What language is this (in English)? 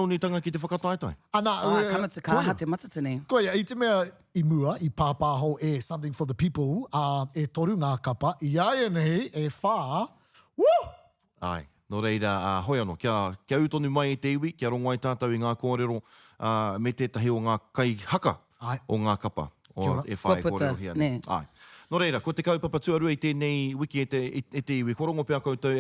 Māori